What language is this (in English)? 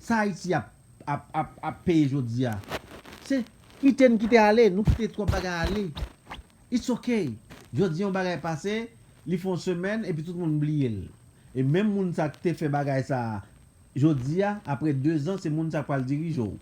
Haitian Creole